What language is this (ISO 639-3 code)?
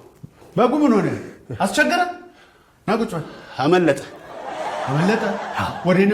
amh